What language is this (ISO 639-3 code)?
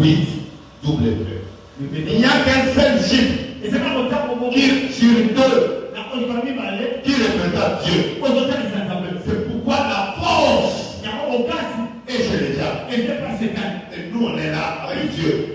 fra